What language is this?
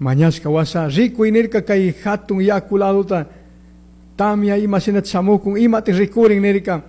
Chimborazo Highland Quichua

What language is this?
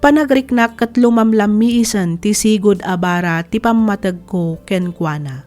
Iloko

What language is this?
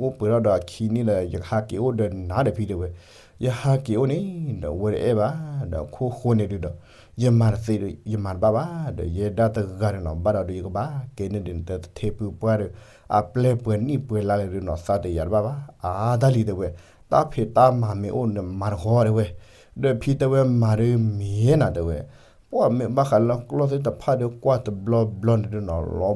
S'gaw Karen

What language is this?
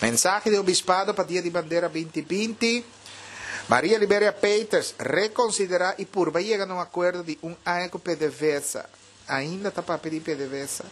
Papiamento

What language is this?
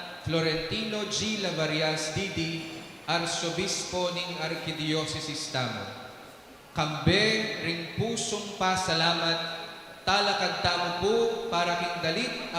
Pampanga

